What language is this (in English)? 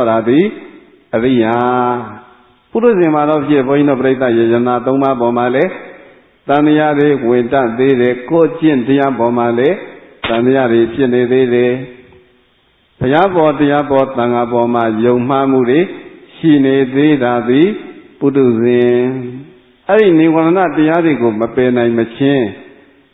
Burmese